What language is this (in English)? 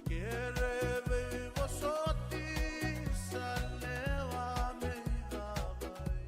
Fijian